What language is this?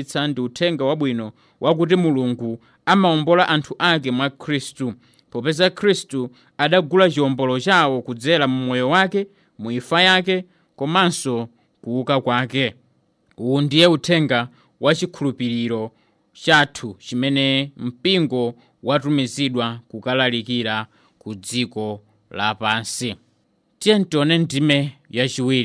Nyanja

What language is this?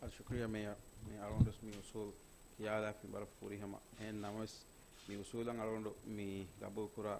Divehi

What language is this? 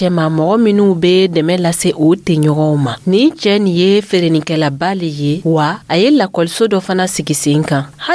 Dyula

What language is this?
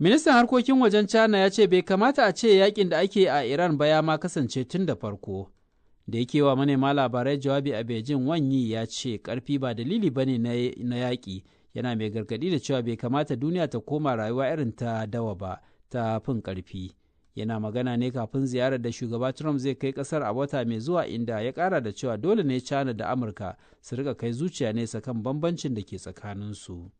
Hausa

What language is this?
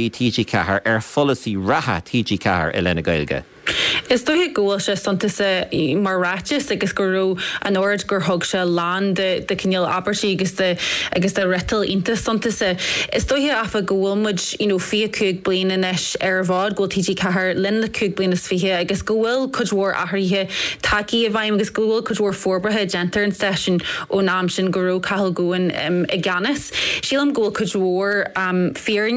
Irish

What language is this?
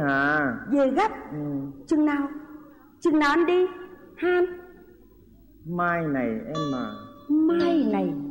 Vietnamese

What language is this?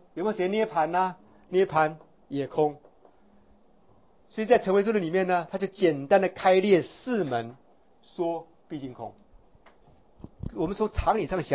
Chinese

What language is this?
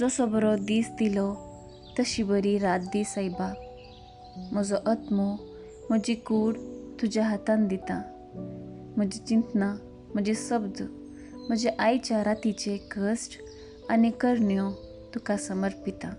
Konkani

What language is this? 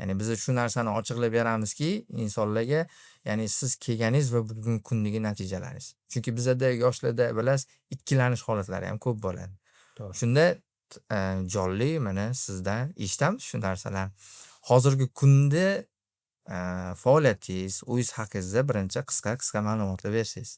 Uzbek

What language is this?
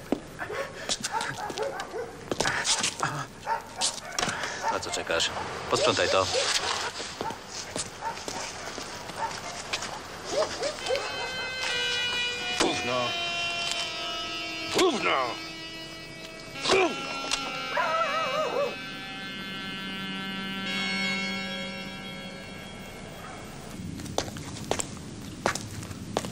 Polish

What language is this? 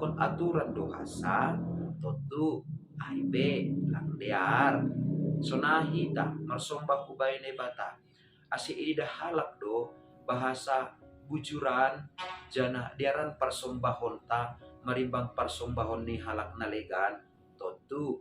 Batak Simalungun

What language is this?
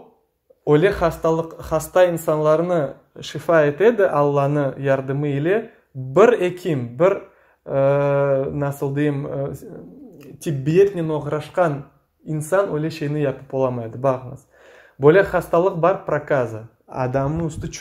Crimean Tatar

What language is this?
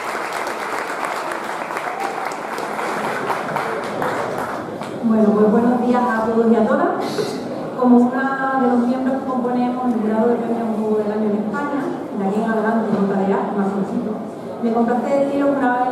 Spanish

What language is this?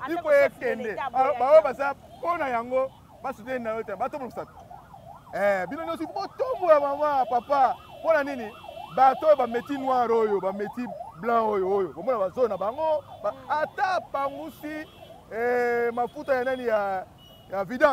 Lingala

